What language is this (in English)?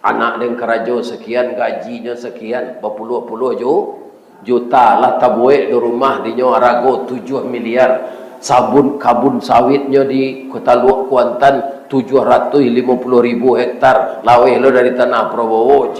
Minangkabau